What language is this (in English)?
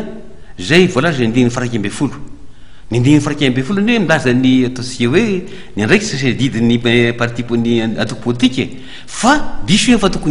Malagasy